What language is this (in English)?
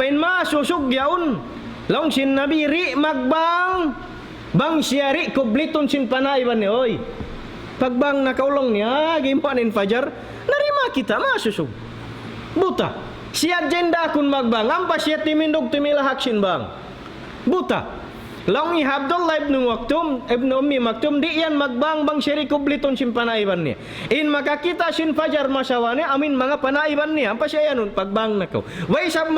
Tausug